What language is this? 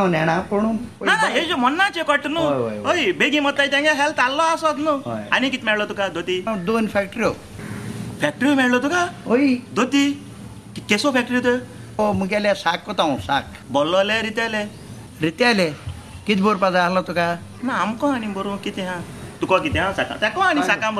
Konkani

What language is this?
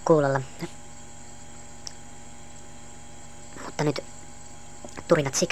Finnish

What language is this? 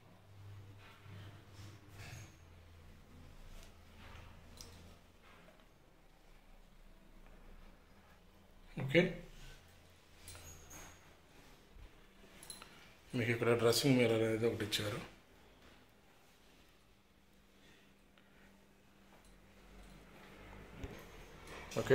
Telugu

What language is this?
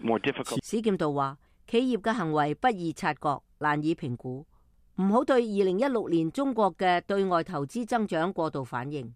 Cantonese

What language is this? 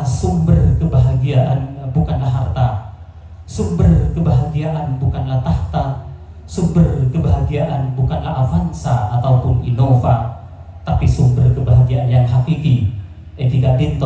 Madurese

